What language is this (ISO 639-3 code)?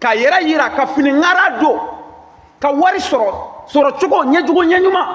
bam